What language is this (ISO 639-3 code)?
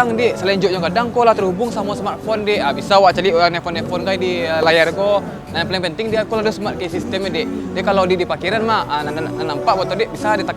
min